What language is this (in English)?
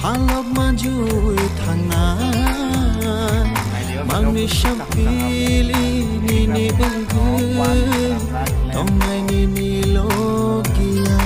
Kok Borok